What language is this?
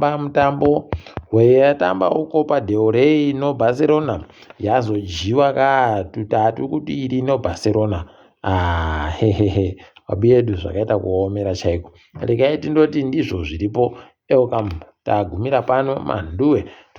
Ndau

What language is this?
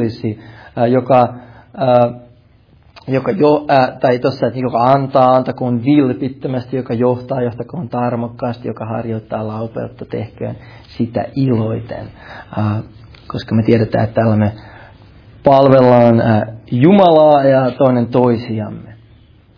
Finnish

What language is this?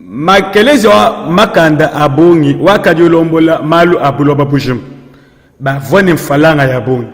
Luba-Lulua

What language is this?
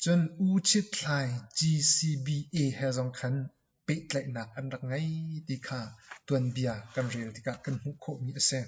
Hakha Chin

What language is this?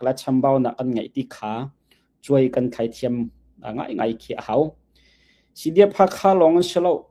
Hakha Chin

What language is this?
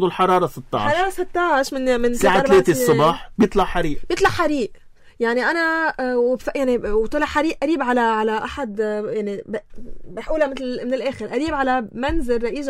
North Levantine Arabic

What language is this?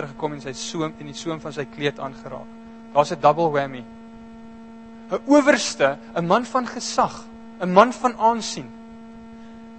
Afrikaans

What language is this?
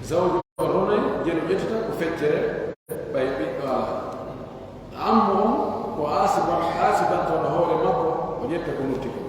Pular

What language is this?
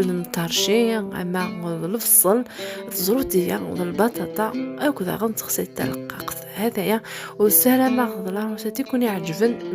Kabyle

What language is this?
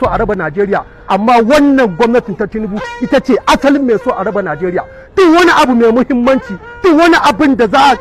Hausa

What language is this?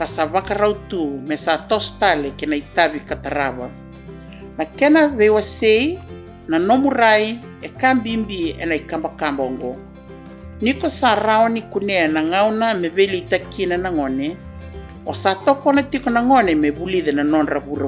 Fijian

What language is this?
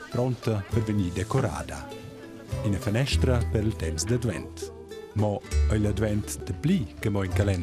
Romansh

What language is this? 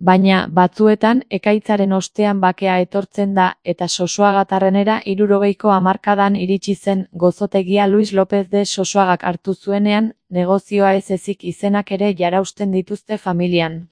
Basque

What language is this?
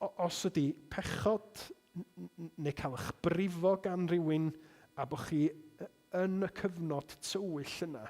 Welsh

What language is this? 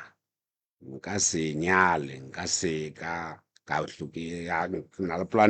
Northern Sotho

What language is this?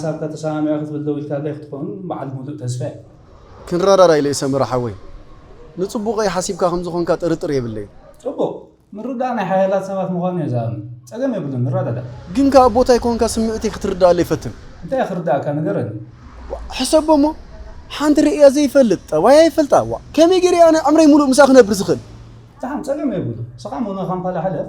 Tigrinya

